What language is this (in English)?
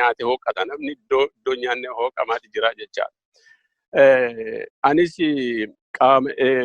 Oromo